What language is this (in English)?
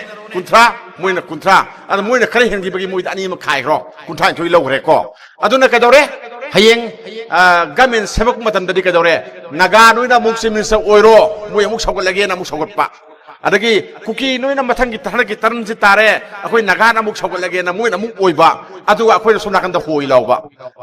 Manipuri